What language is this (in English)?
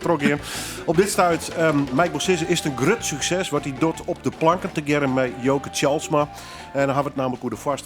Western Frisian